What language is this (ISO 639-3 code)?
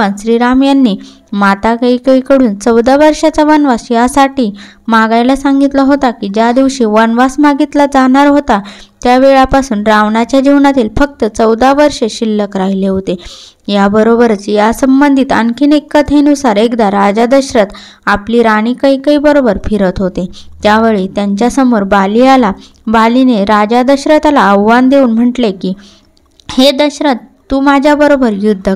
mar